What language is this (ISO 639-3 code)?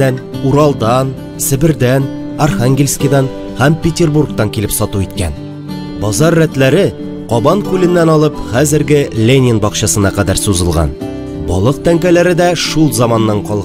tat